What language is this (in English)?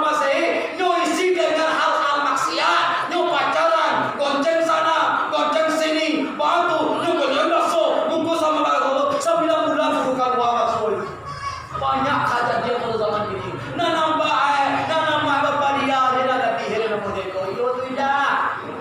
Minangkabau